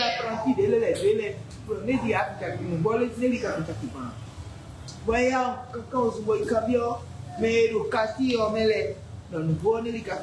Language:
Fon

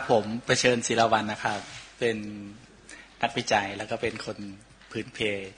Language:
Thai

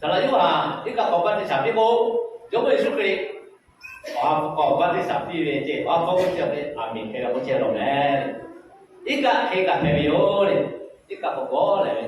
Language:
Lahu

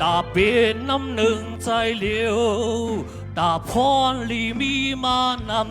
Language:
Shan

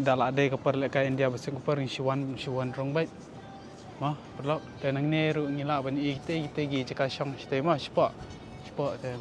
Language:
Khasi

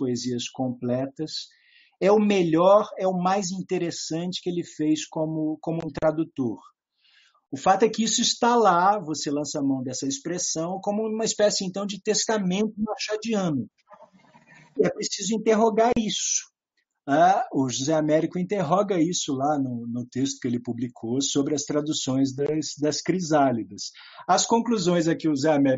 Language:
Portuguese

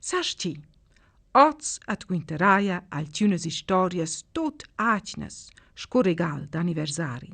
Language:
Romansh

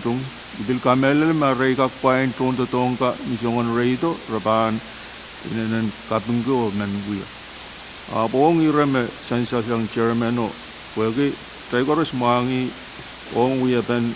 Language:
Pohnpeian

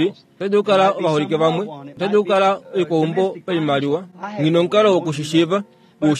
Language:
Kuanyama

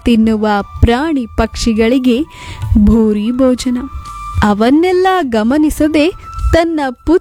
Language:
Kannada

